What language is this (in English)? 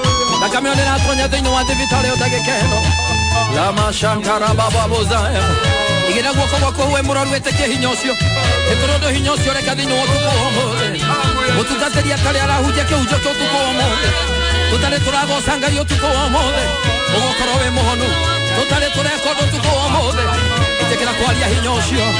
Kikuyu